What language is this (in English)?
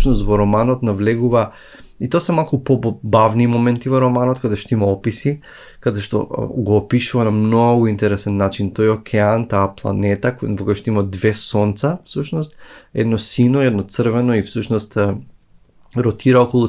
Macedonian